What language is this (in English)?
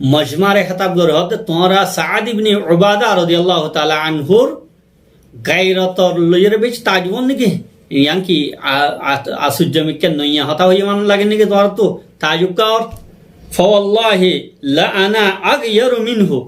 Rohingya